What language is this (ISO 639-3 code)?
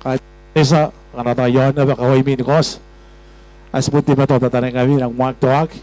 gil